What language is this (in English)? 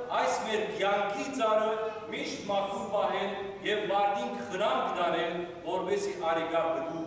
Western Armenian